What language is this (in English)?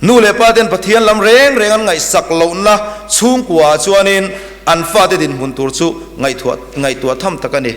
Mizo